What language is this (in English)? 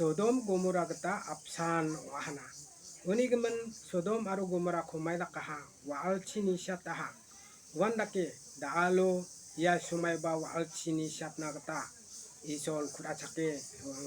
Garo